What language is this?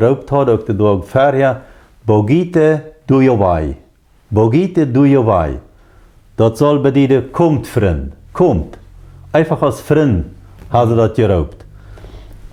Plautdietsch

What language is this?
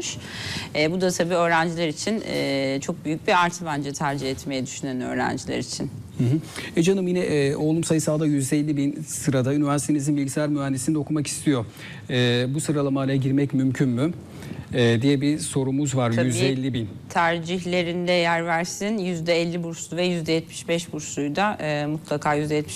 Turkish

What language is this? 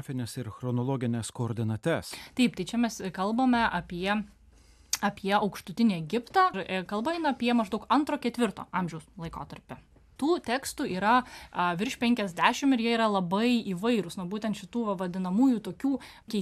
Lithuanian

